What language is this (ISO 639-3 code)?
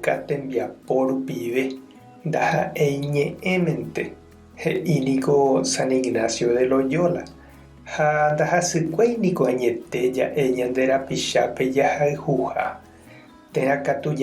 grn